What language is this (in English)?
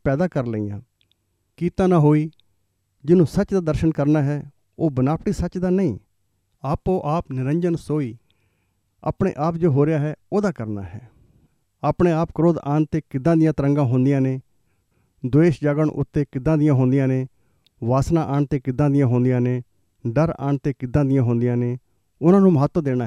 Punjabi